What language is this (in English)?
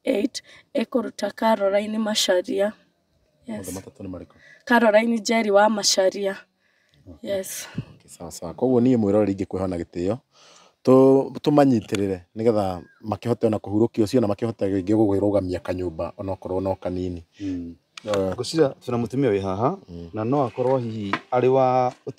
Kikuyu